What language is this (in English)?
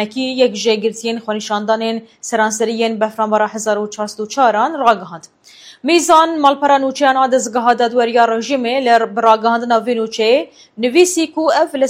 Kurdish